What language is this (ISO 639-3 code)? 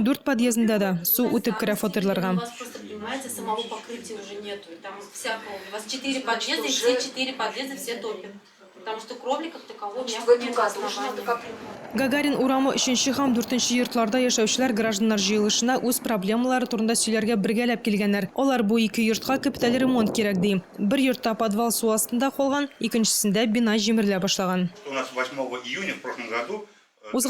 tat